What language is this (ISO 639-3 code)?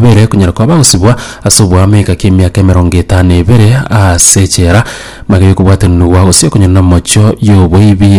guz